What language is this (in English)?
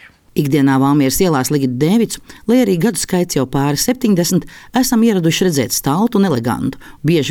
Latvian